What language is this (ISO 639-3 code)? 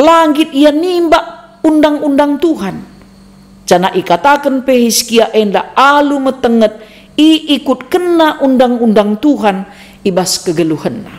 btx